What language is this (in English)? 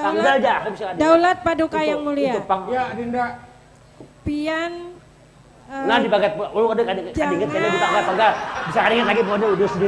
Banjar